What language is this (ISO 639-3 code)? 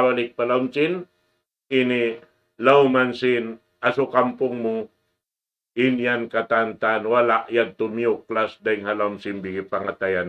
tsg